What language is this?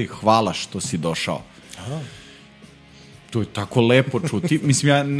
Serbian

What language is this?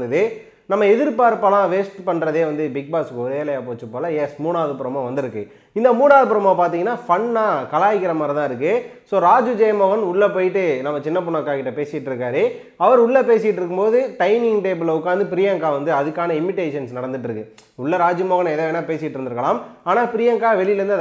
Tamil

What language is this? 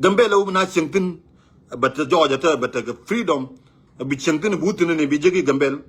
Nuer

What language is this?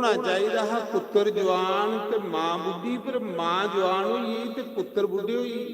Dogri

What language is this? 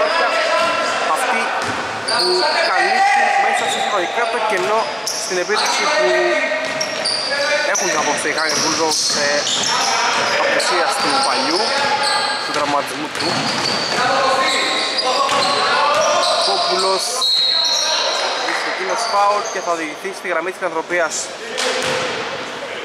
Greek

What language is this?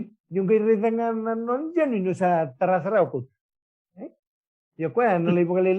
Fijian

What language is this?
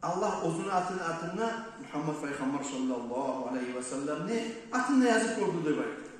Kumyk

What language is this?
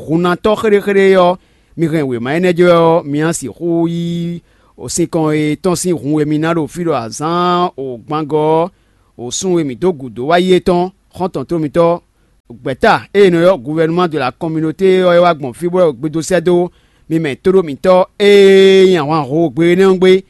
Fon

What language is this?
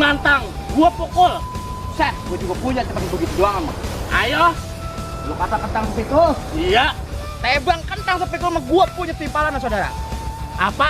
Betawi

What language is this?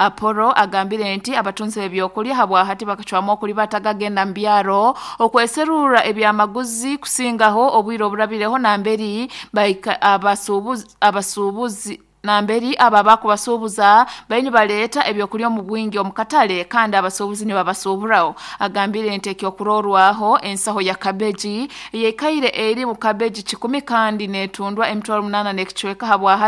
Nyoro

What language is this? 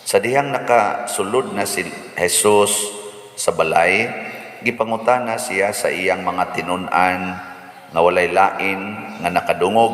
Cebuano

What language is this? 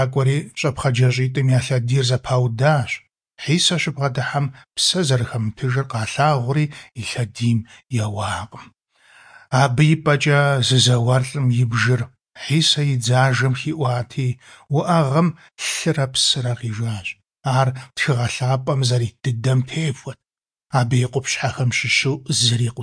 Kabardian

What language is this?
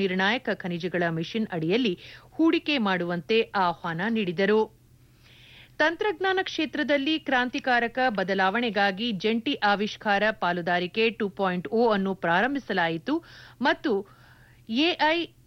Kannada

